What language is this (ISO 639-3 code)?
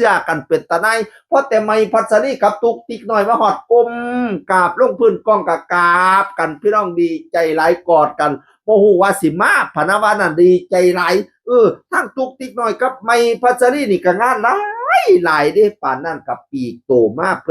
tts